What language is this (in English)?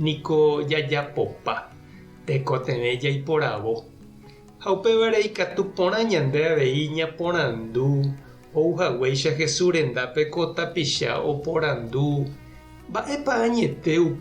Guarani